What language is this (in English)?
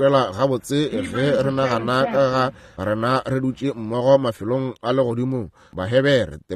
Northern Sotho